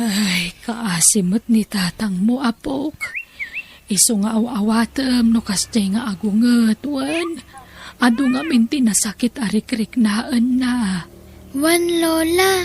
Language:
Iloko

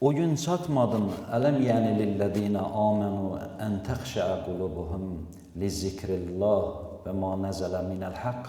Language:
Azerbaijani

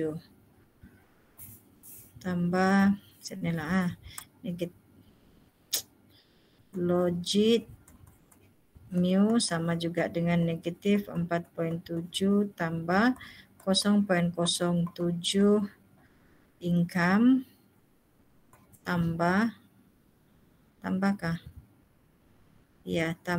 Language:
Malay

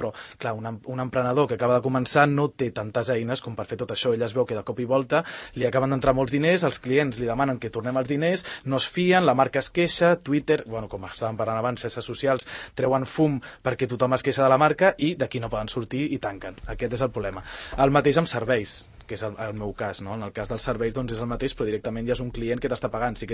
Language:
Catalan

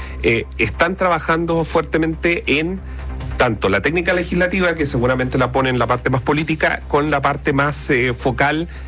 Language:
Spanish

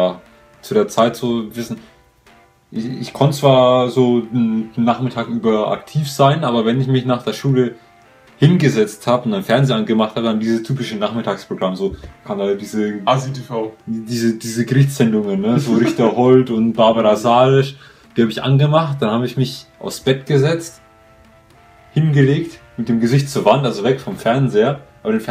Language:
German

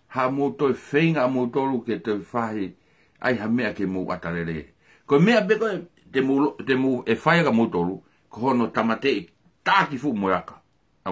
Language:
Tongan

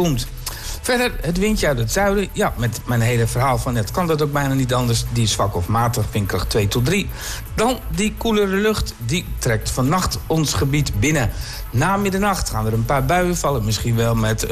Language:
Dutch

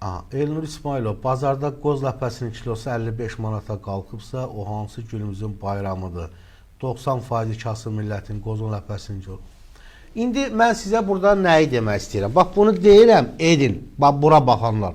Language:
Azerbaijani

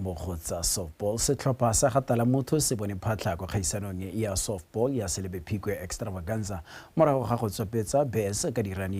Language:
Tswana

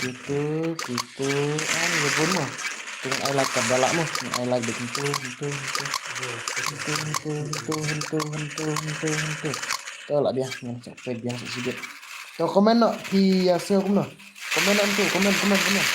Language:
Khasi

